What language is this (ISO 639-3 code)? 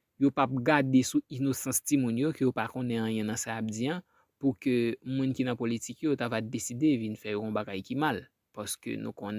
hat